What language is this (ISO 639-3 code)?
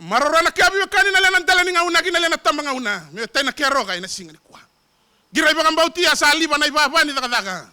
fij